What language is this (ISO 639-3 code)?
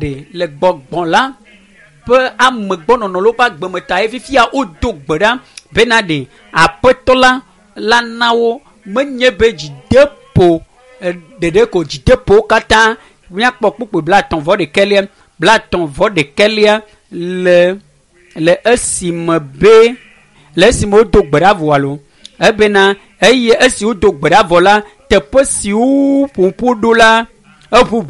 ewe